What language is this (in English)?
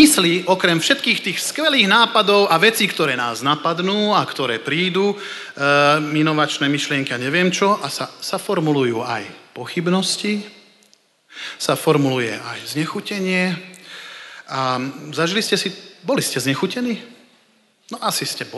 Slovak